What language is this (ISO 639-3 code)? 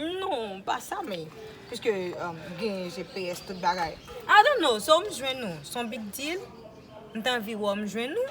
hat